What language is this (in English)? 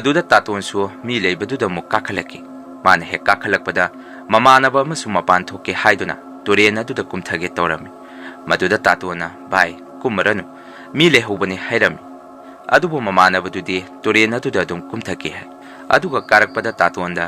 Manipuri